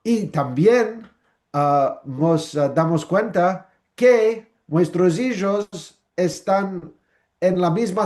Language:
Ladino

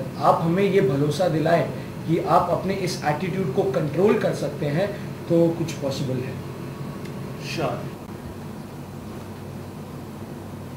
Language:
Hindi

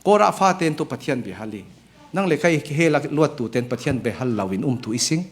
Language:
Falam Chin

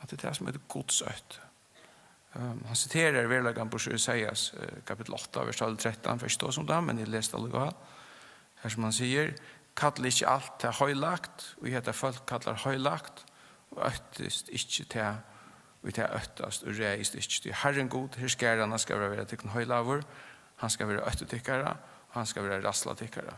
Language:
Faroese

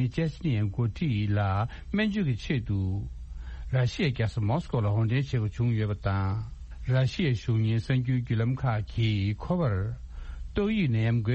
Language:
Tibetan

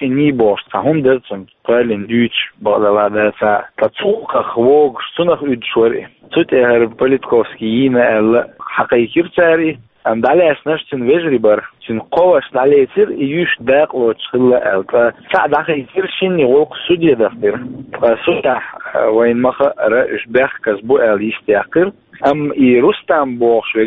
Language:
Chechen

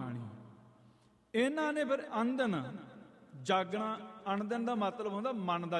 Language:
Punjabi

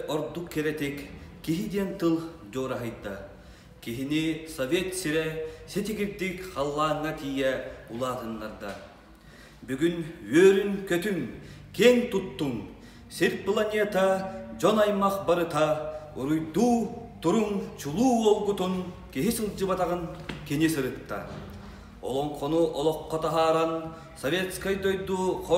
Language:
Yakut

